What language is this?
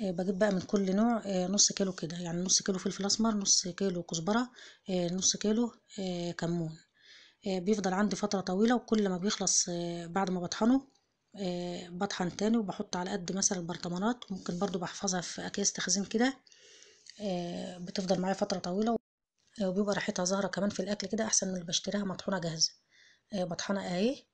Egyptian Arabic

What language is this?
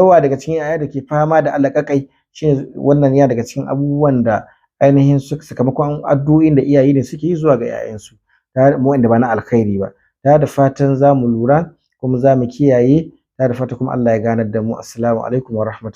Hausa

